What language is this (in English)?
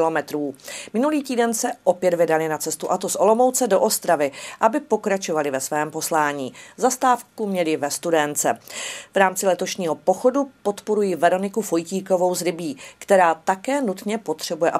Czech